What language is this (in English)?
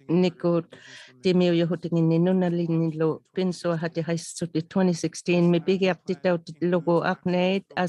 Inuktitut